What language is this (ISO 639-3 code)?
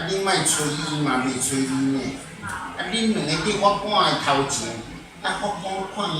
nan